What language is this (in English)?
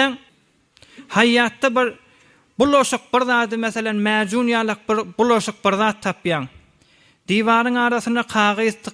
Turkmen